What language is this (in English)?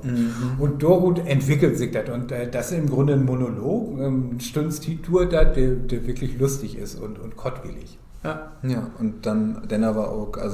Low German